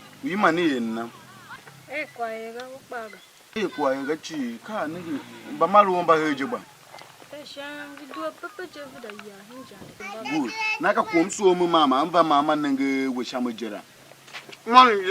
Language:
Tiv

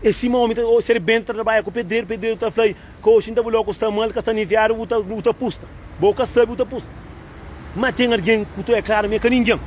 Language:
Kabuverdianu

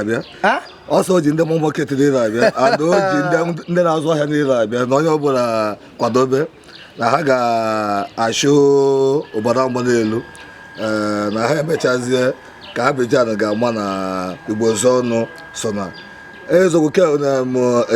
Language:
Igbo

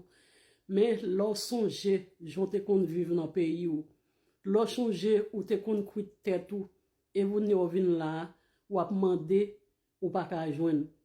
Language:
Haitian Creole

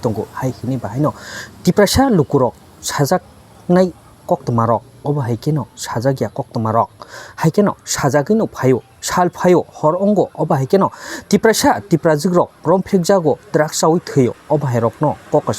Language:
Kok Borok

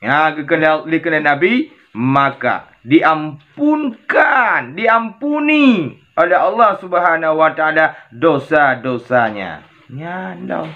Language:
Achinese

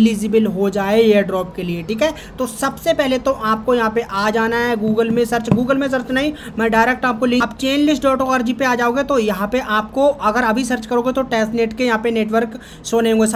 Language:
Hindi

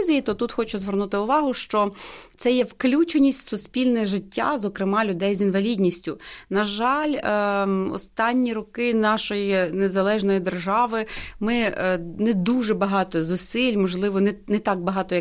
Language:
Ukrainian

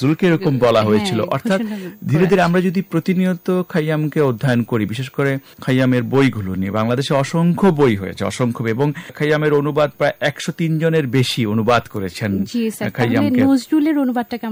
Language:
Bangla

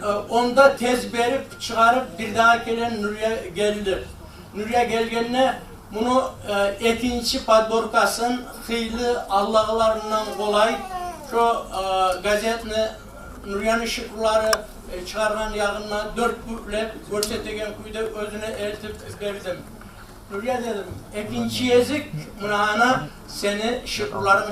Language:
Kumyk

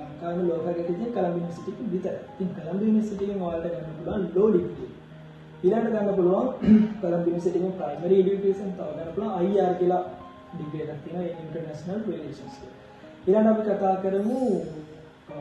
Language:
Sinhala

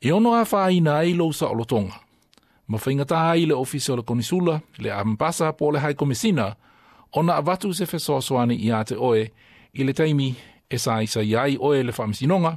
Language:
Samoan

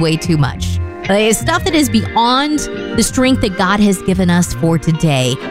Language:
English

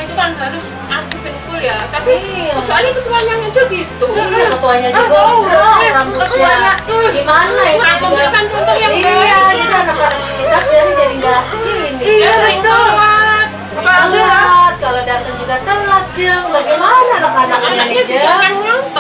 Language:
Indonesian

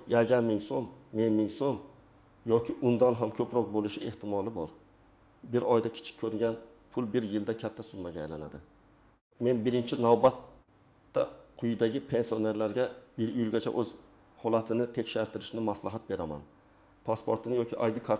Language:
Uzbek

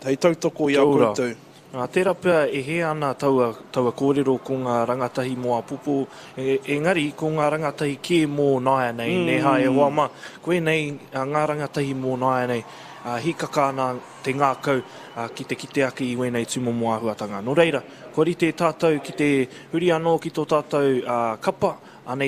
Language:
Māori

